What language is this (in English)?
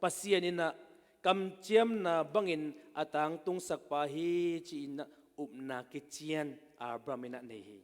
Tedim Chin